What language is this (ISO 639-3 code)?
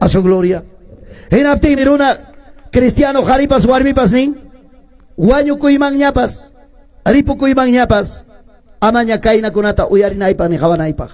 que